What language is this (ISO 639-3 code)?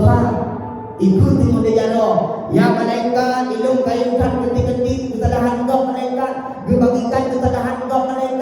ace